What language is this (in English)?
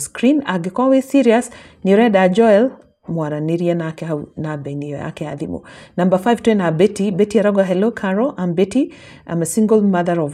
Kikuyu